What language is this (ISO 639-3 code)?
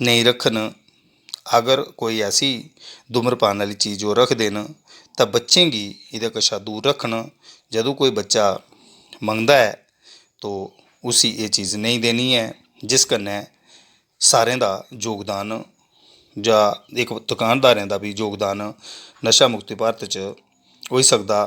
doi